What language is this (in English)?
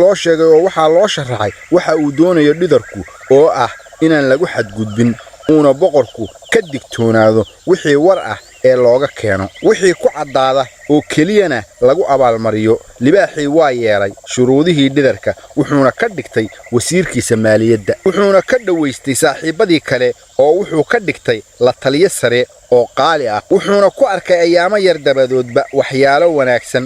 Somali